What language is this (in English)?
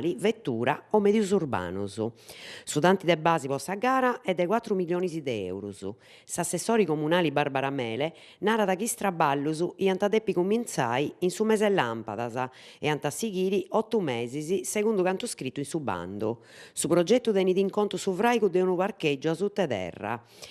Sardinian